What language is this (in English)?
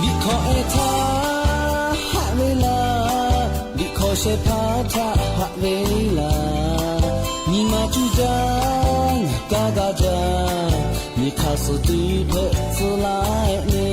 Lahu